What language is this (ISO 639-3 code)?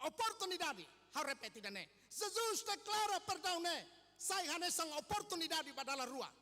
tet